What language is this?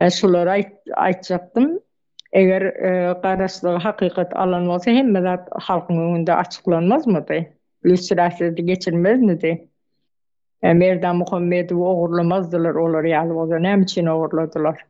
Turkmen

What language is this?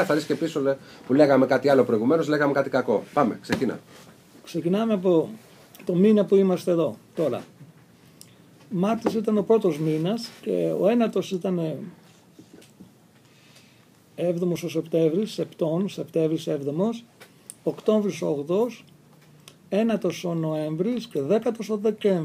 Greek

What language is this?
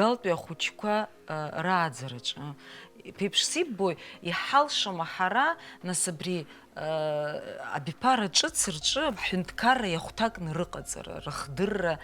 Abkhazian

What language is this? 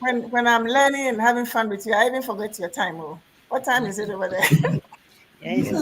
Ewe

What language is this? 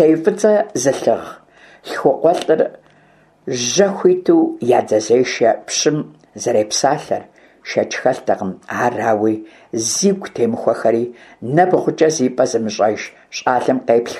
Kabardian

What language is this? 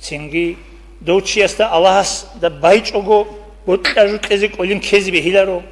Avaric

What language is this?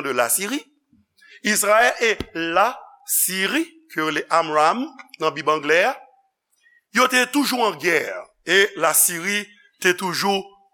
Haitian Creole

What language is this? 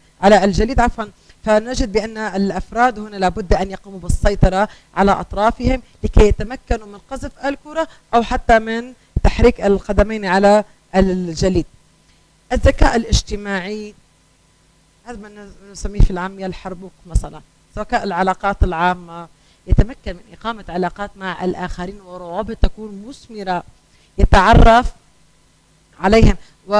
Arabic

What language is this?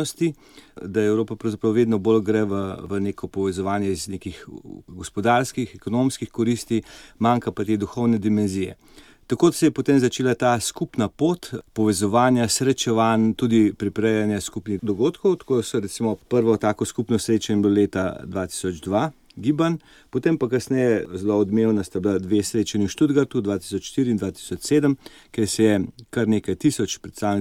Slovenian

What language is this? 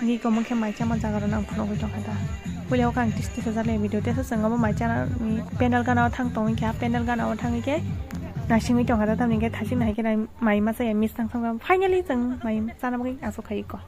Kok Borok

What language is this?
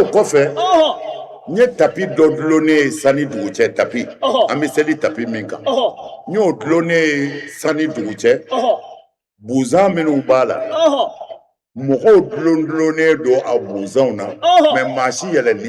Bambara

